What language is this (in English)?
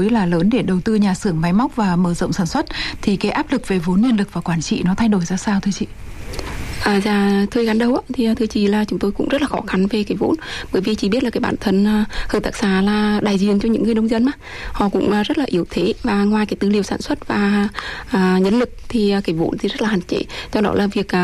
Vietnamese